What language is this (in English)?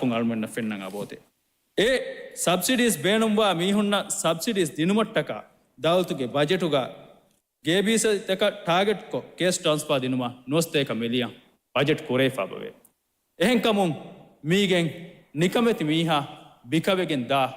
Divehi